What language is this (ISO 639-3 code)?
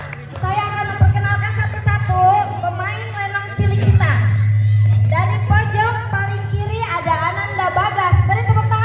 bew